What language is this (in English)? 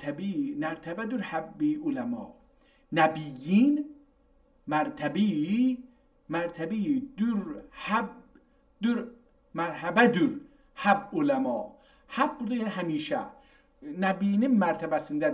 South Azerbaijani